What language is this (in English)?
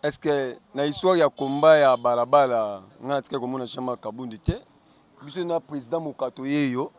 Lingala